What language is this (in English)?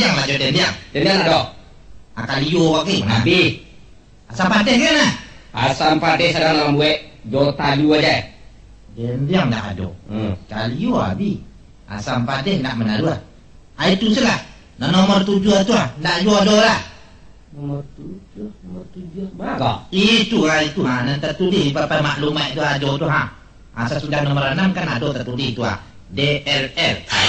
Minangkabau